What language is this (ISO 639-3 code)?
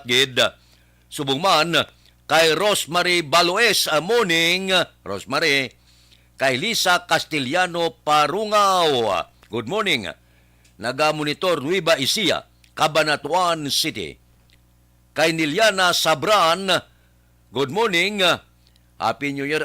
hil